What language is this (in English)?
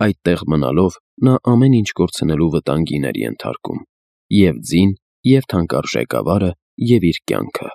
Armenian